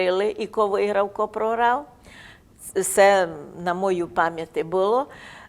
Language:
Rusyn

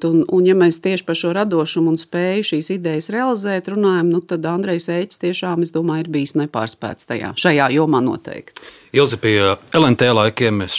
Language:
Latvian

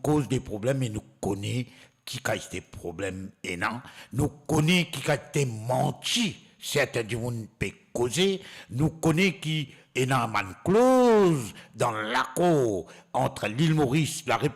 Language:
Morisyen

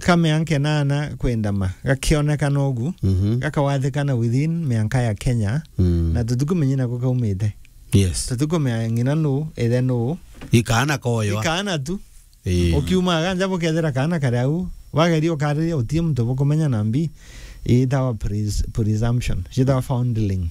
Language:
Meru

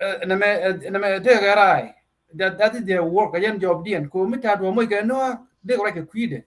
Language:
Nuer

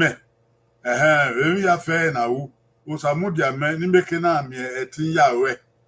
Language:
Bini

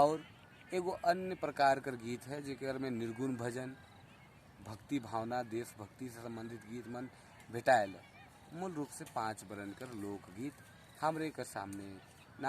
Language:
Sadri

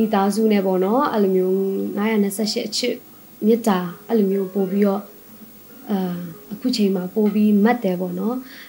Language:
Burmese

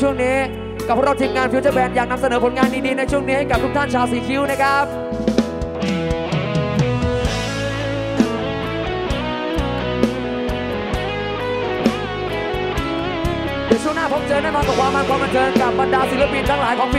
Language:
Thai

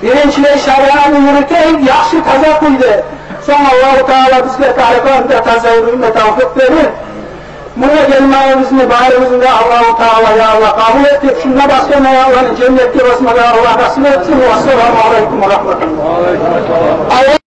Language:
Kumyk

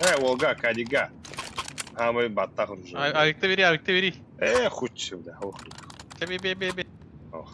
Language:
Yakut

